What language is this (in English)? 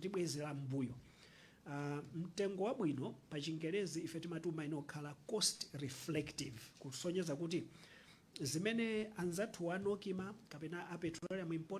Nyanja